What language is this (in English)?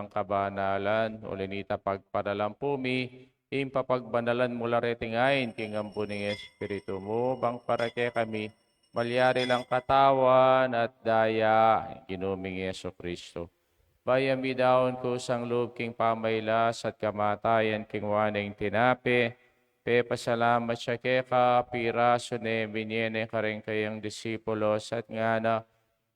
Pampanga